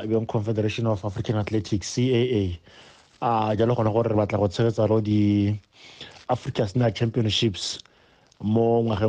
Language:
Tswana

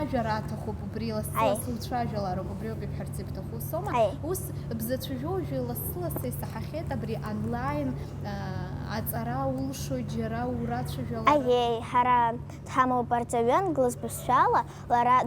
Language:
Abkhazian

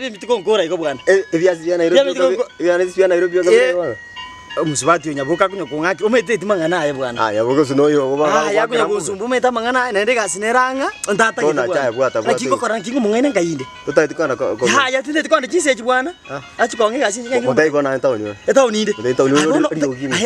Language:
Gusii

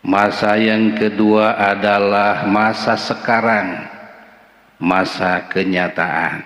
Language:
Sundanese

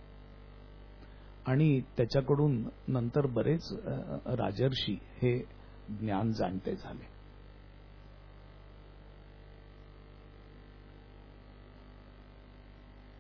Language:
Marathi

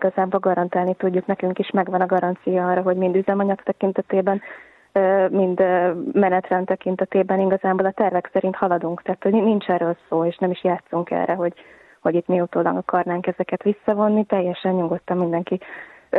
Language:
Hungarian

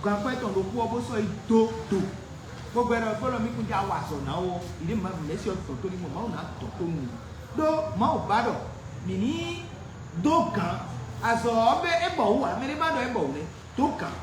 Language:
Fon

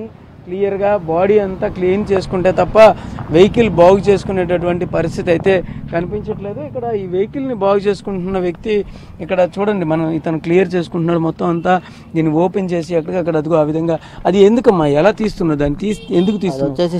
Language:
Telugu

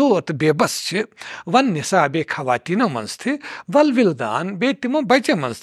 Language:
Kashmiri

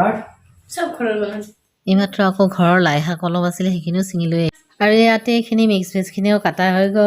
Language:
Assamese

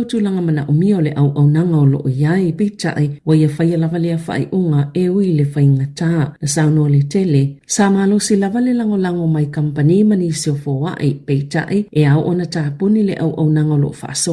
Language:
Samoan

